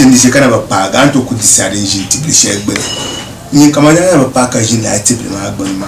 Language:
Dagbani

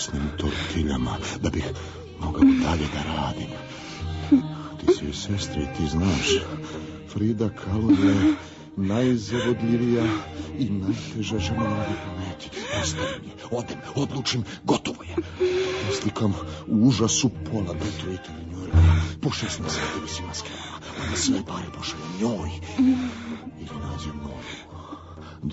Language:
Serbian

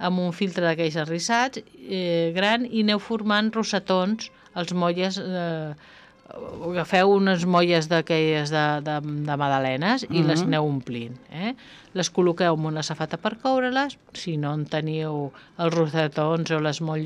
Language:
Catalan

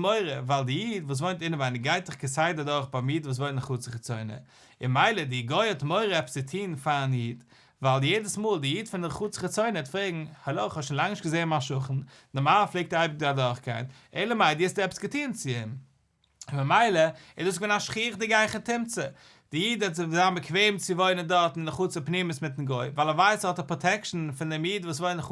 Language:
Yiddish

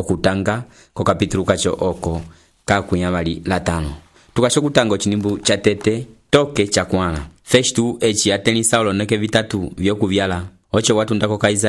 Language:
Umbundu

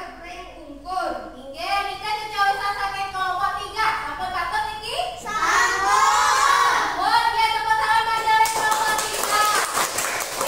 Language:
Balinese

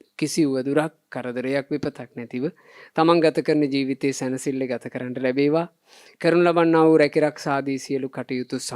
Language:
Sinhala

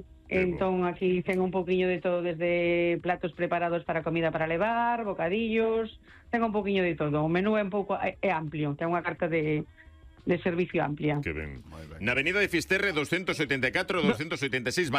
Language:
Galician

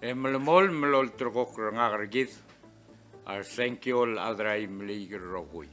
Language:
Palauan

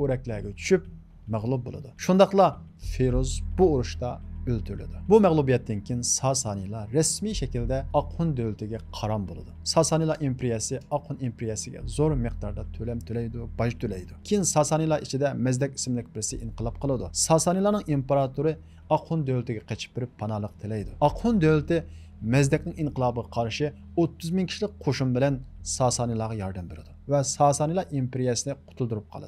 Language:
Uyghur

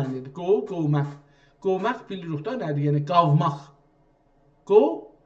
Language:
South Azerbaijani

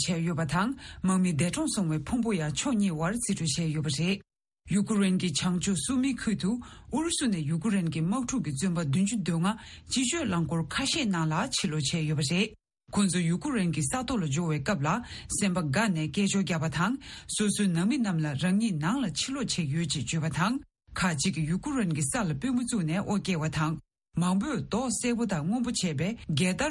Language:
Tibetan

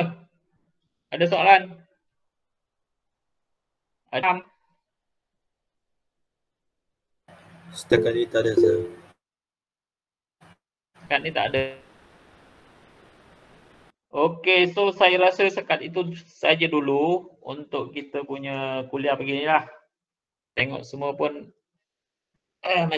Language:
Malay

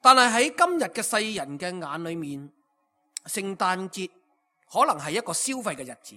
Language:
Cantonese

